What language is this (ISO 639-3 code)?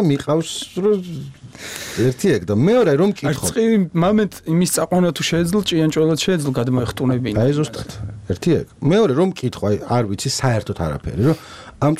kat